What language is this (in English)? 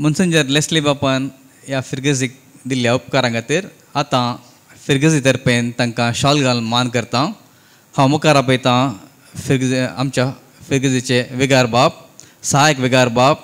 Konkani